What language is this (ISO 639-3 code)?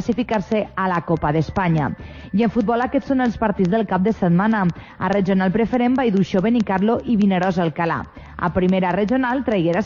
cat